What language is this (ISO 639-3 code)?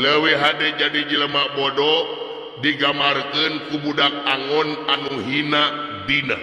sun